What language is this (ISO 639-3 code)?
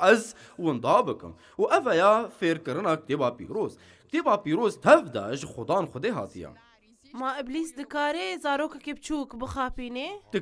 kur